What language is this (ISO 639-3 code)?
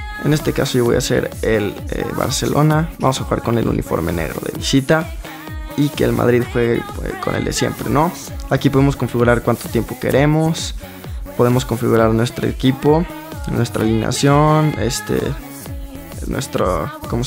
spa